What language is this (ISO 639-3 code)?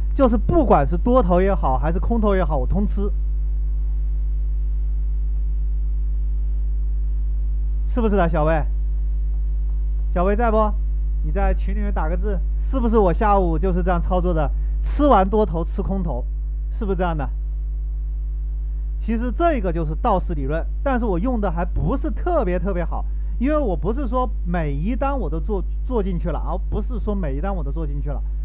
zho